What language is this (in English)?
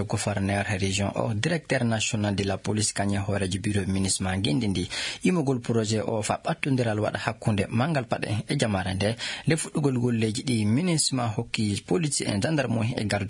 Fula